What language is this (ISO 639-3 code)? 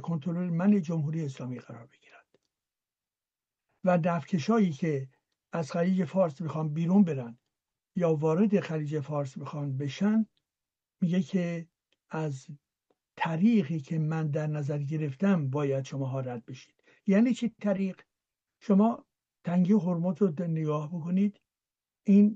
fas